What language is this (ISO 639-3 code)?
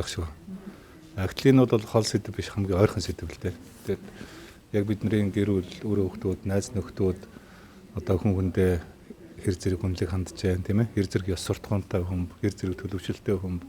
mon